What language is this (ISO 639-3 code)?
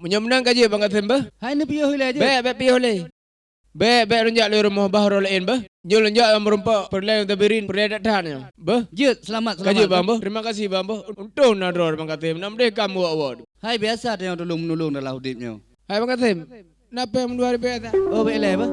ace